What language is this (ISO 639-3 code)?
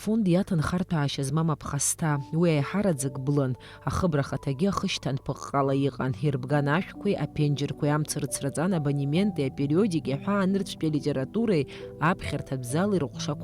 abk